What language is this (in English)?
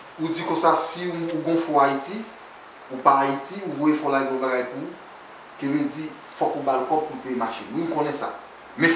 Haitian Creole